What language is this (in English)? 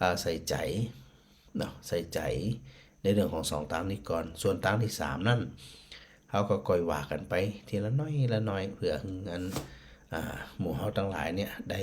Northern Thai